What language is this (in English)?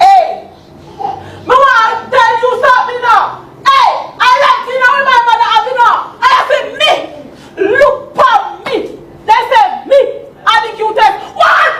Jamaican Creole English